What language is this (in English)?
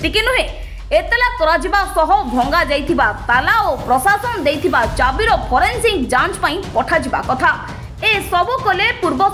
Odia